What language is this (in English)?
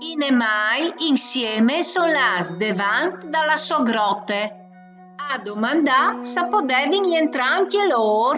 Friulian